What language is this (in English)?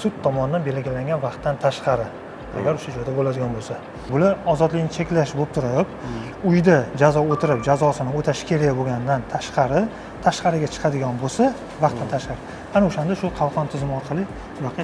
Uzbek